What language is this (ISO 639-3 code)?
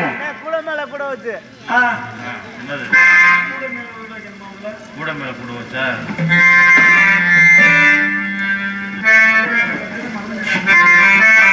tam